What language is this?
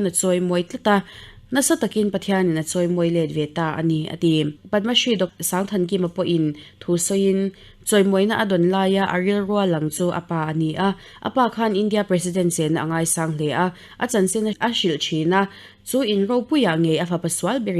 Mizo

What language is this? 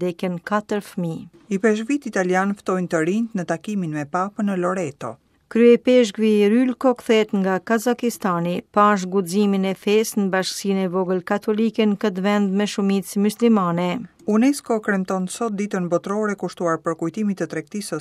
Albanian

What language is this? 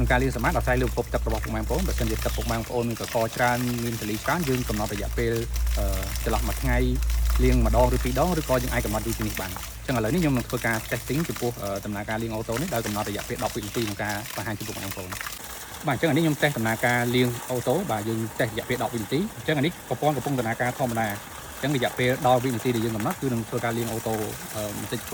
Khmer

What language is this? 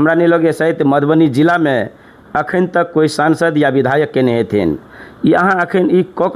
Maithili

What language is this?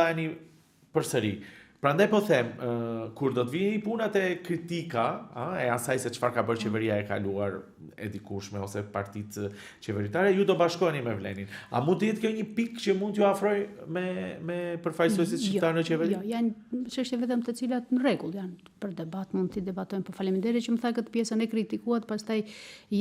Albanian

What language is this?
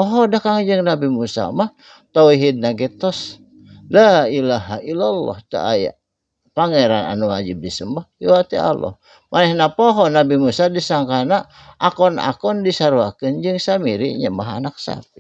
Sundanese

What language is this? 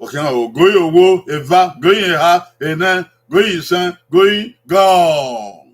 Bini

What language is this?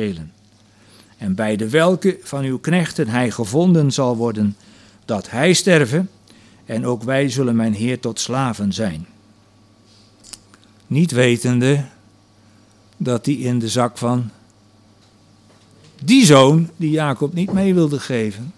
Dutch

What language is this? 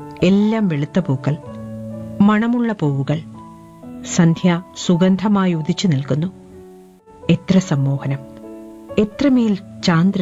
Malayalam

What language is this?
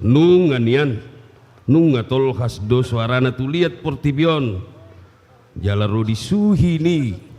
Batak Toba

